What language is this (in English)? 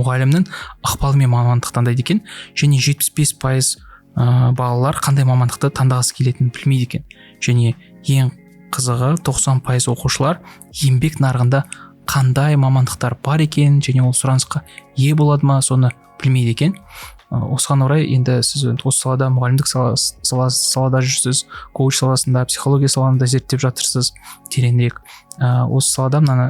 Kazakh